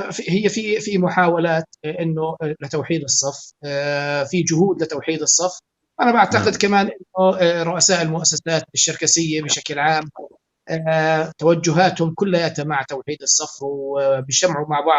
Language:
North Levantine Arabic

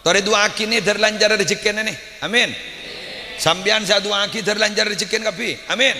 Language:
Madurese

